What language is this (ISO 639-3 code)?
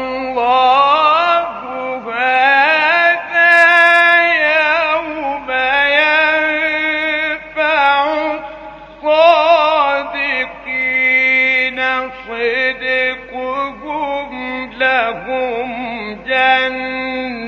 ara